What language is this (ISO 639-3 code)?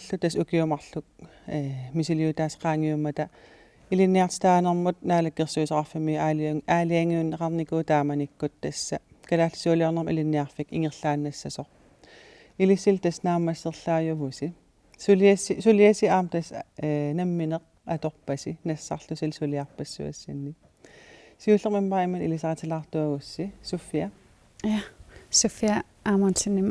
kal